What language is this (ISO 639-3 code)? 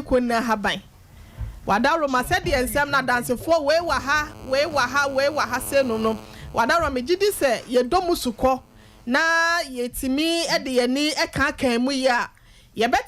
aka